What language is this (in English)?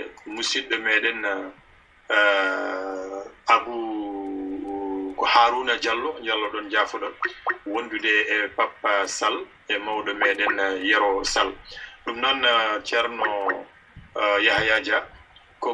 Fula